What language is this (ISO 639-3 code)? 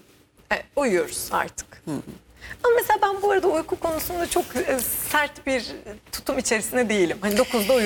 tur